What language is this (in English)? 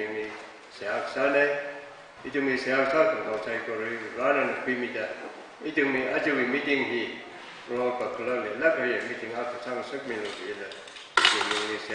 Tangkhul Naga (India)